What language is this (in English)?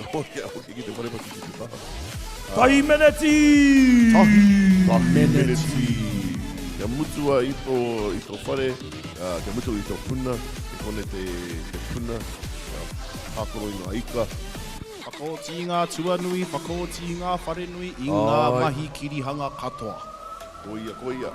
Māori